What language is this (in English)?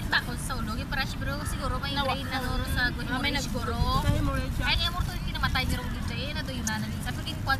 Filipino